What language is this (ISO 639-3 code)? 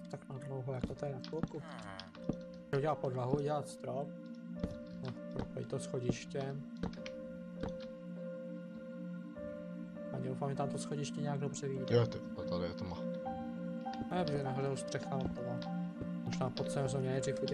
ces